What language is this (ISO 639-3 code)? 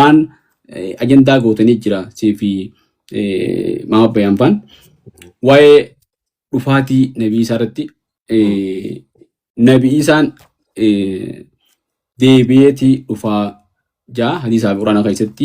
orm